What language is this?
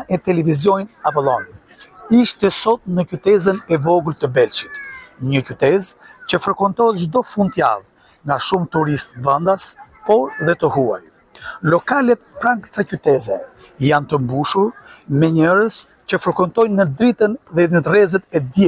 Albanian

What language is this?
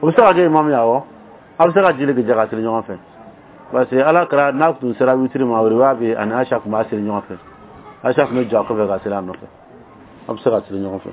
Bambara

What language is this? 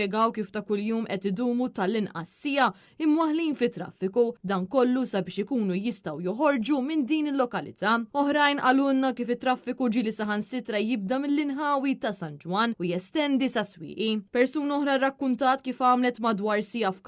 Maltese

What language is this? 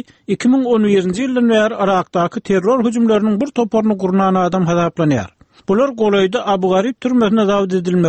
Turkmen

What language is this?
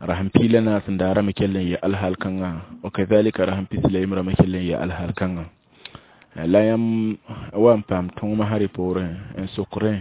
Mossi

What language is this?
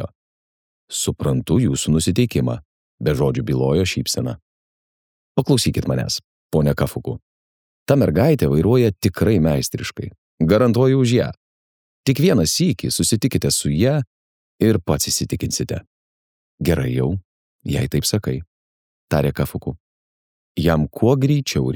Lithuanian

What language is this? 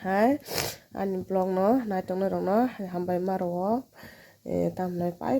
Kok Borok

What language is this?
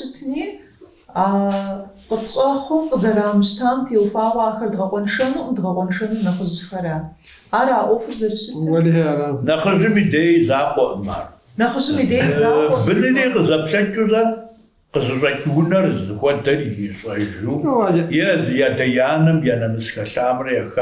Kabardian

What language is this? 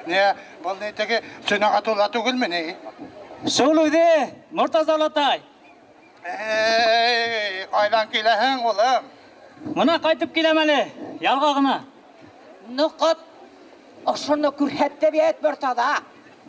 Bashkir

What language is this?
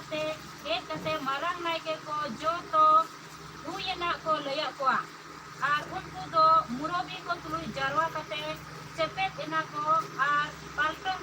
Santali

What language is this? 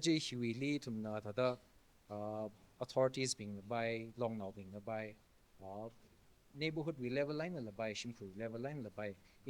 Tangkhul Naga (India)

